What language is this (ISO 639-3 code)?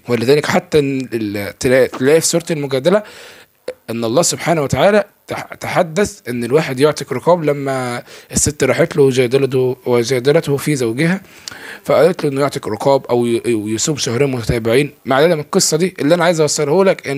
arz